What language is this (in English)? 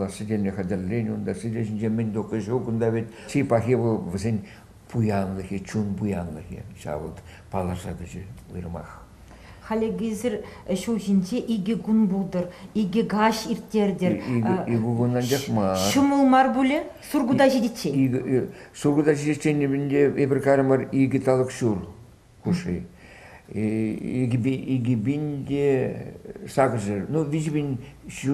Chuvash